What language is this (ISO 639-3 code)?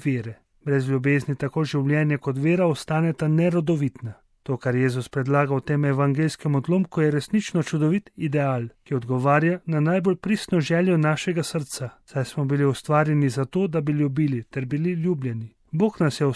slv